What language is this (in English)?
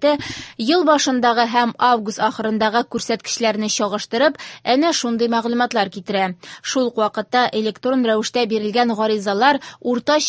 Tatar